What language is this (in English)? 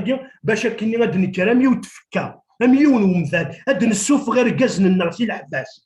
Kabyle